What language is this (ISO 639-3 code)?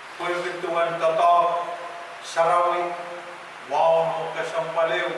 pon